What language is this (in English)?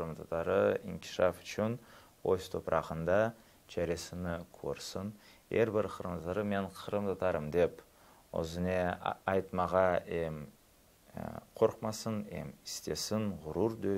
Crimean Tatar